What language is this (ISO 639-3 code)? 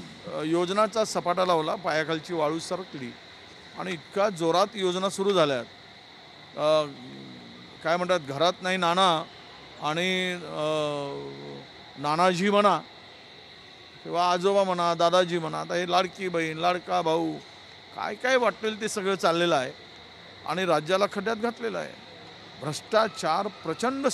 mar